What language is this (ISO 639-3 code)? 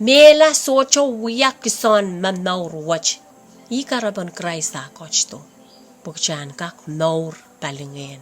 pon